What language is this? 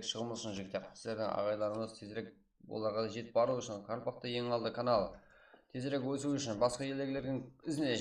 Kara-Kalpak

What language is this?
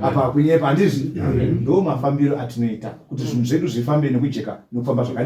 Shona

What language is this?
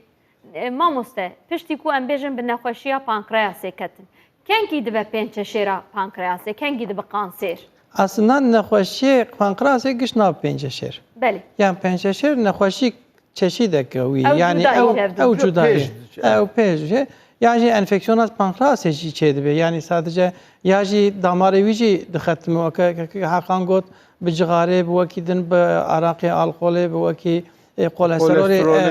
Kurdish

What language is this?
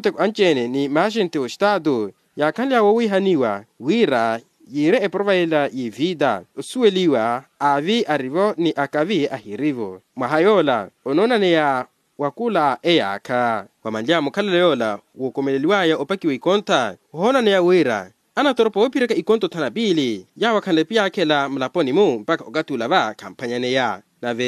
Makhuwa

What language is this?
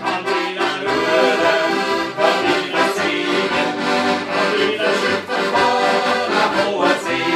Bavarian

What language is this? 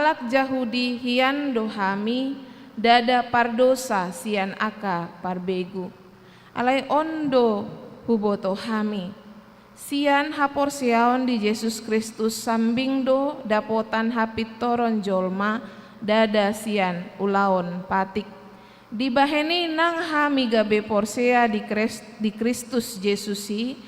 Batak Toba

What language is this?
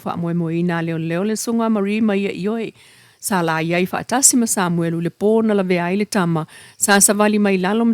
Samoan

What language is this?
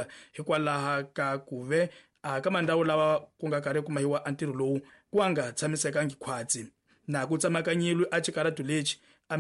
Tsonga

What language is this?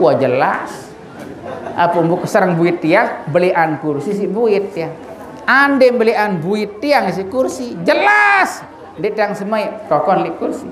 Sasak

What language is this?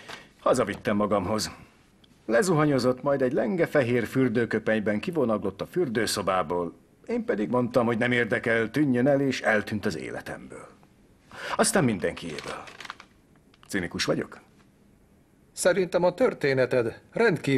Hungarian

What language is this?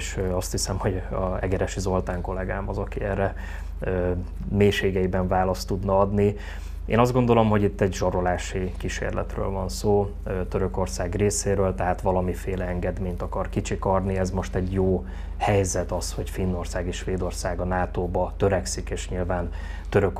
Hungarian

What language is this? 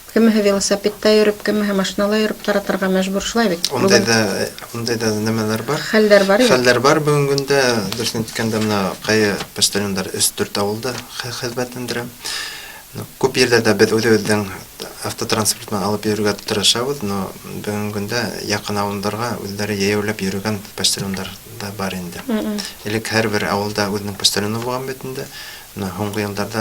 Bashkir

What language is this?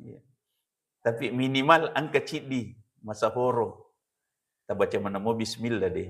Buginese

